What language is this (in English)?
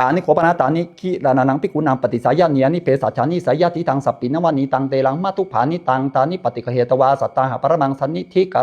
Pali